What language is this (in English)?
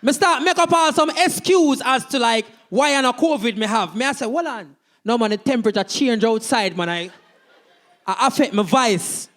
Jamaican Creole English